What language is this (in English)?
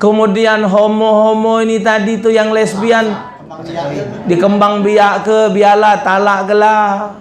Musi